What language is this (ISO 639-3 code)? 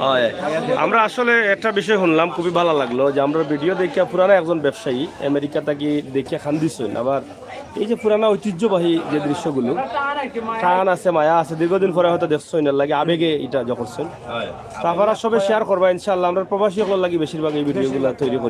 syl